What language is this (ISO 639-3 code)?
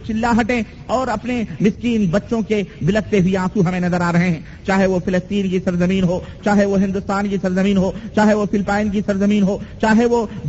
urd